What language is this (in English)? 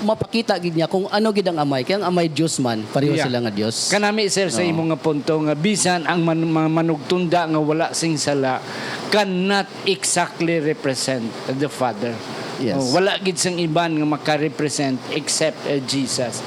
Hiligaynon